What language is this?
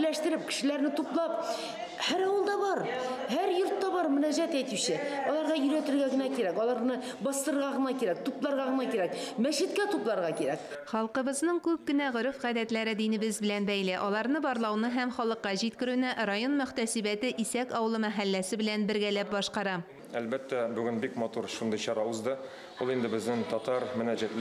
Tatar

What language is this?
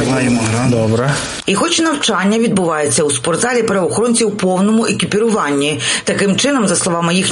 Ukrainian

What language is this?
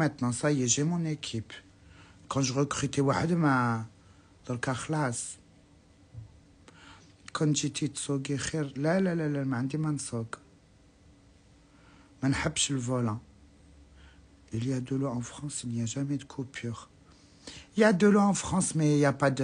Algerian Arabic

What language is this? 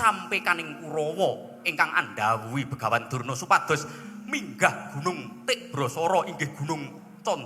Javanese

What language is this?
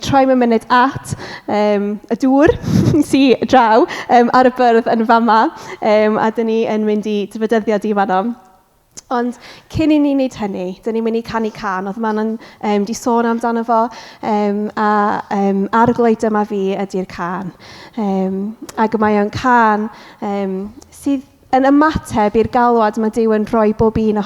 Welsh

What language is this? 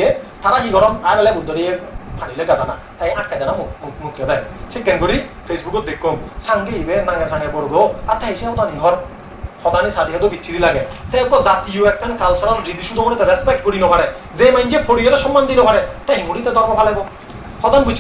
Chakma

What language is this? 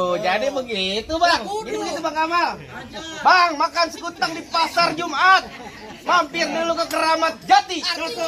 Betawi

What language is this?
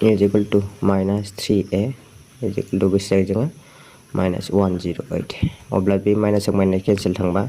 Bodo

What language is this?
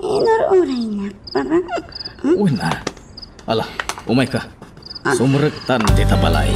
Iloko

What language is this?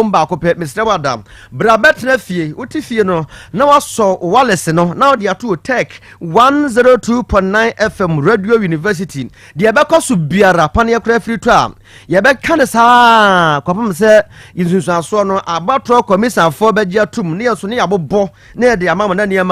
Akan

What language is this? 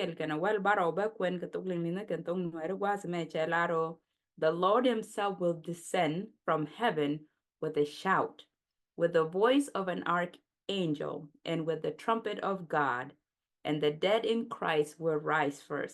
Nuer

